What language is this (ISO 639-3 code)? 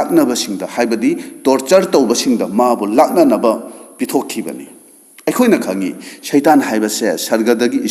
mni